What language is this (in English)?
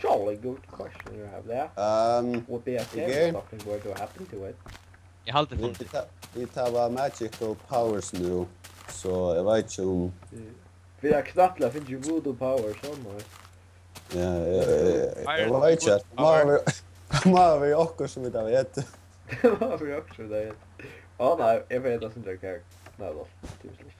Faroese